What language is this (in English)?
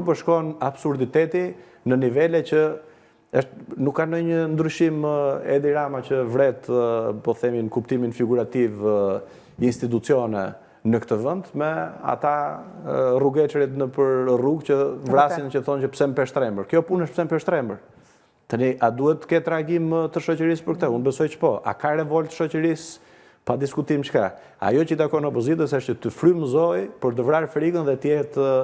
Albanian